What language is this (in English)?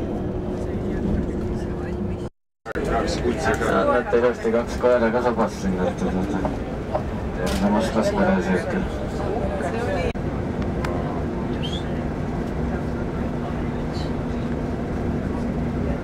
Estonian